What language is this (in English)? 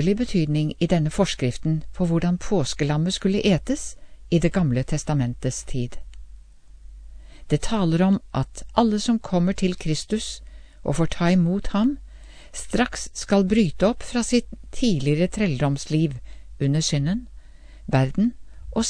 Norwegian